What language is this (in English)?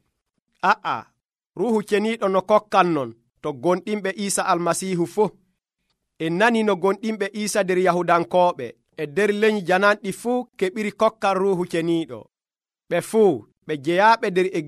Nigerian Fulfulde